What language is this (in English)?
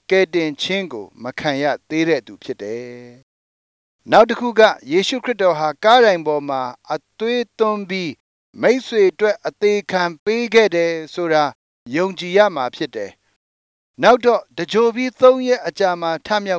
Burmese